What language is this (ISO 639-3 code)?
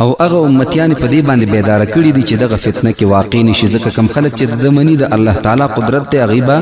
pus